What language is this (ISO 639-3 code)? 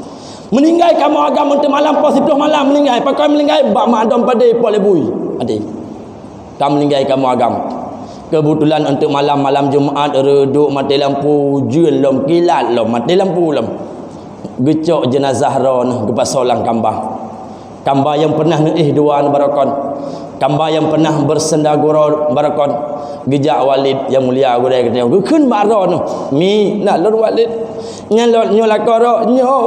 ace